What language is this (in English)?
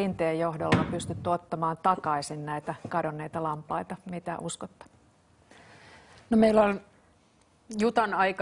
Finnish